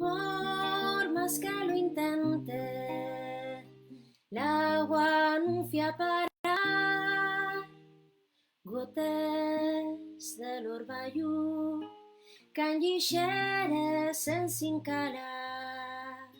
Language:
Asturian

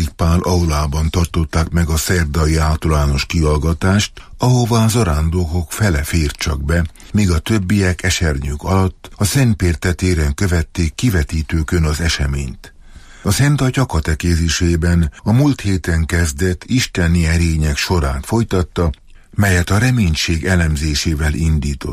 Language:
Hungarian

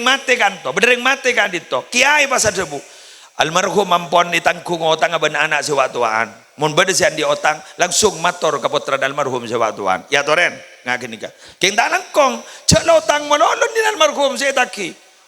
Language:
Madurese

